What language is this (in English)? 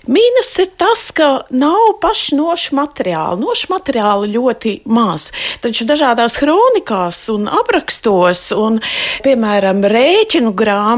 Latvian